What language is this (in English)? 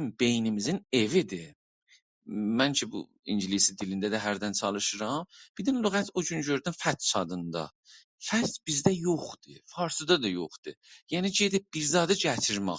South Azerbaijani